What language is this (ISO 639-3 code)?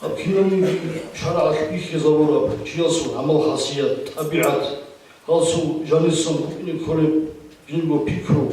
ava